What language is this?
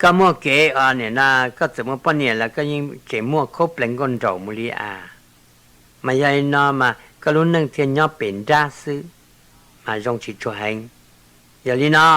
Hmong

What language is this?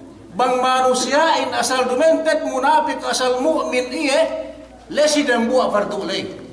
Yakan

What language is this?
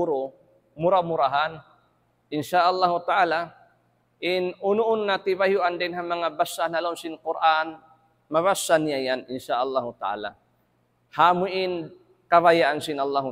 Tausug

